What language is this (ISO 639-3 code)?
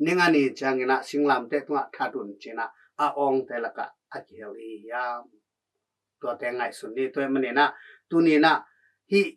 ctd